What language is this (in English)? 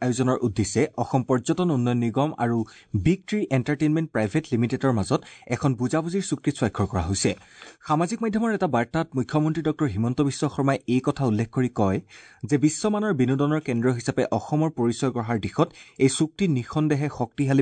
Assamese